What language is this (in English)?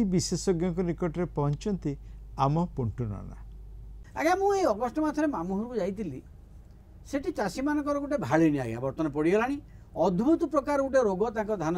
Odia